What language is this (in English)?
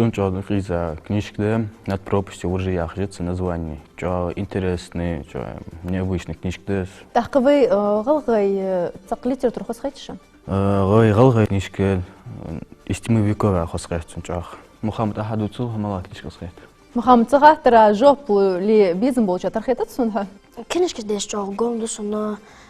Ingush